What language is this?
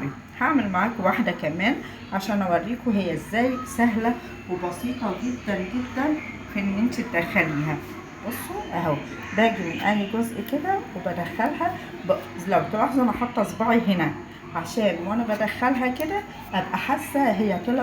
Egyptian Arabic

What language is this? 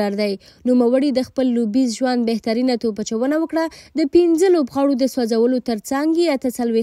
Pashto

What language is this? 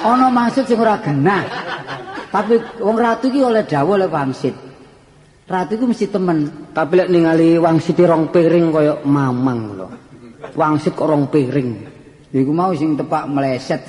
Javanese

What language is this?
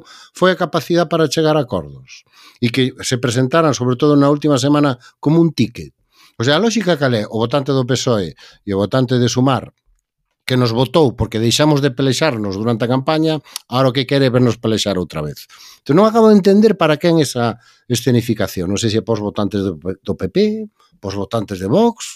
Galician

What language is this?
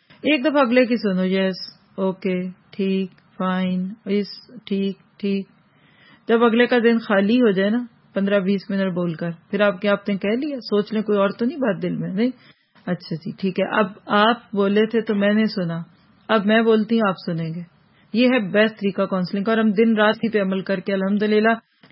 Urdu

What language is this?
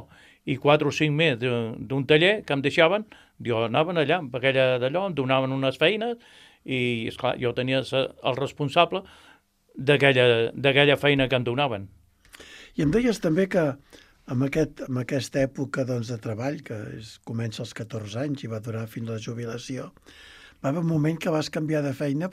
Catalan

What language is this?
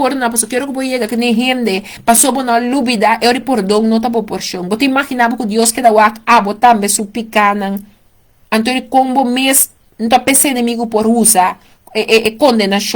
Papiamento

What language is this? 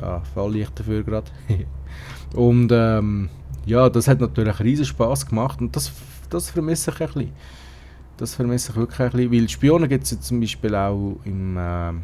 Swiss German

